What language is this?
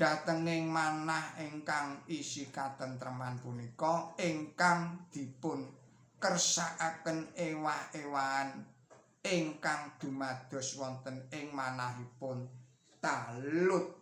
Javanese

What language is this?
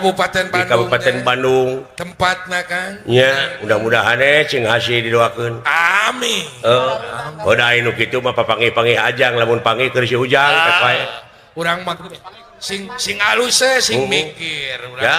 Sundanese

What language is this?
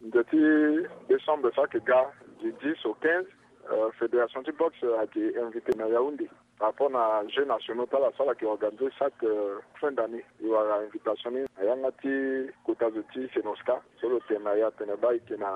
Sango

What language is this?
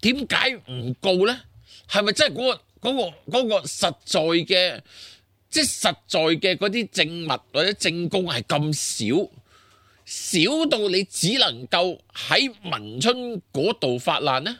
Cantonese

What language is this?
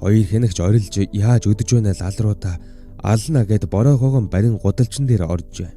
Mongolian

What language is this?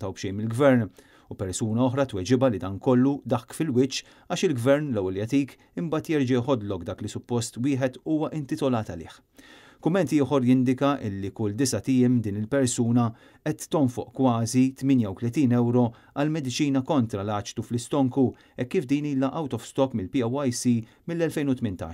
Maltese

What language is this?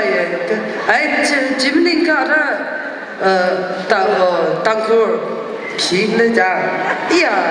Tangkhul Naga (India)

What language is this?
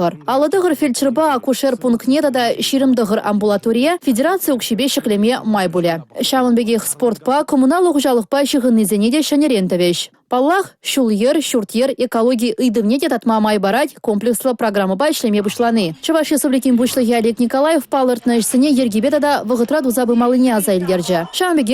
Chuvash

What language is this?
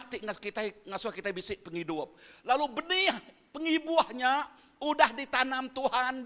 Iban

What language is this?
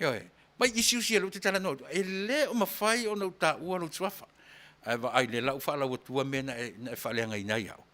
Samoan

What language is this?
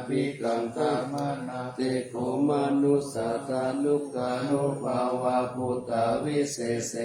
Pali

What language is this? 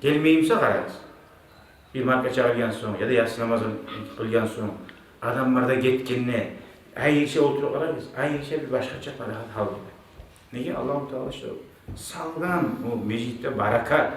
Kumyk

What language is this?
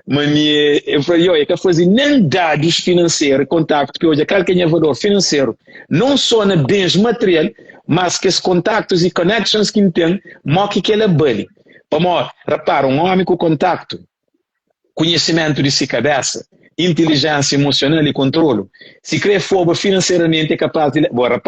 Kabuverdianu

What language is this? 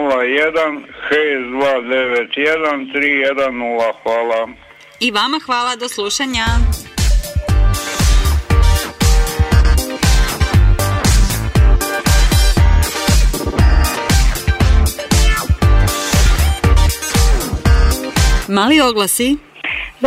Croatian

